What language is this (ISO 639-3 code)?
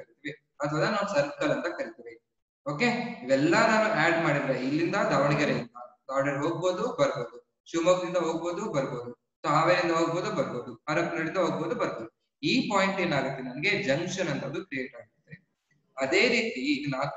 kan